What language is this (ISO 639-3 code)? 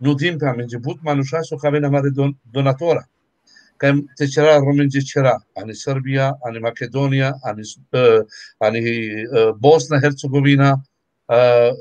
rmn